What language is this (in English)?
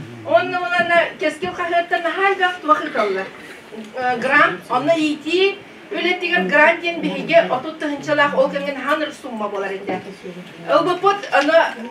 Yakut